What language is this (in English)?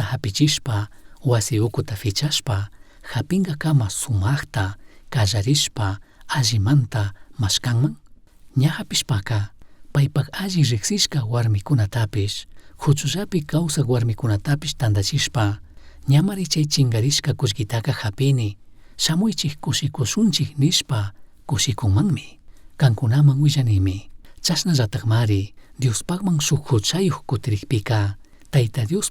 Chimborazo Highland Quichua